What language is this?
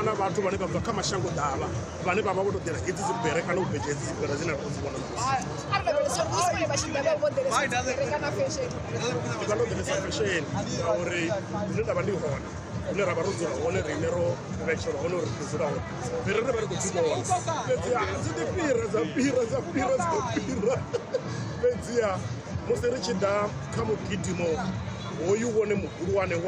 Venda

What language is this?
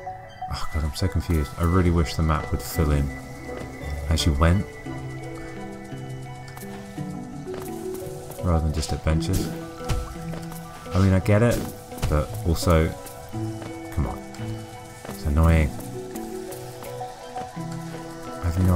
English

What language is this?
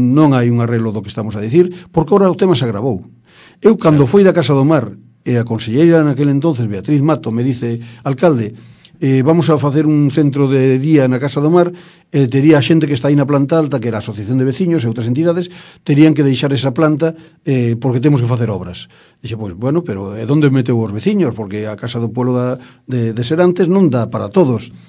Galician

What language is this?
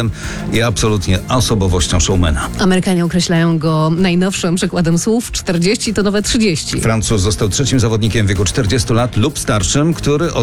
Polish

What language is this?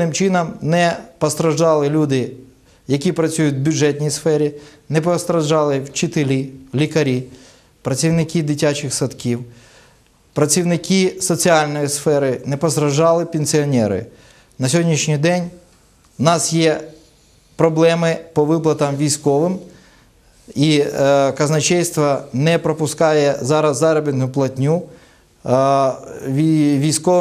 Ukrainian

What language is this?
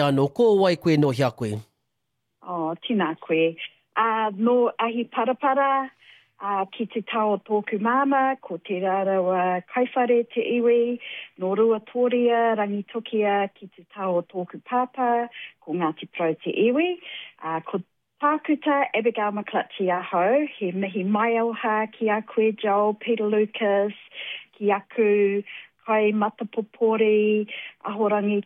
Māori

